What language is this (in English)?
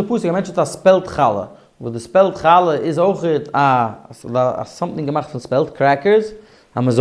Yiddish